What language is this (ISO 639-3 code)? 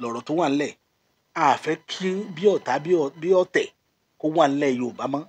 yor